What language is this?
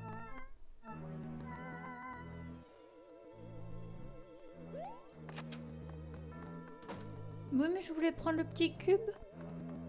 French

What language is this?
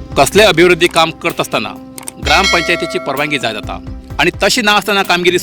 Konkani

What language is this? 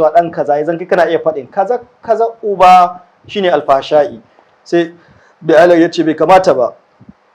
Hausa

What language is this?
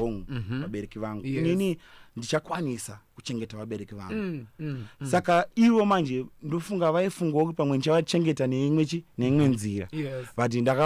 Shona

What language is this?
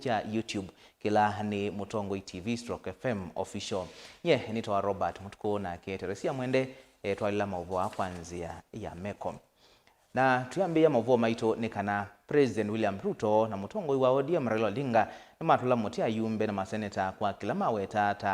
Kamba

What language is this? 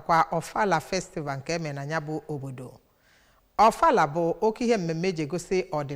Igbo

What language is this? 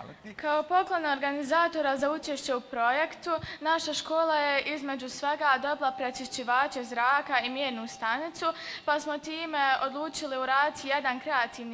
Bosnian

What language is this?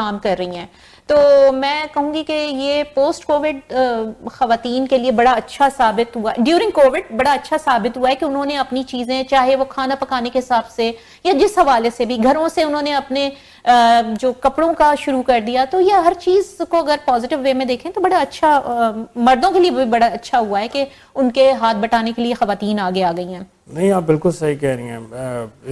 Urdu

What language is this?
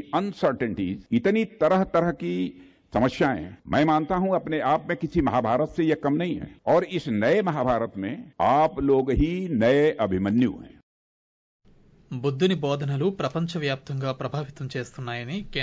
Telugu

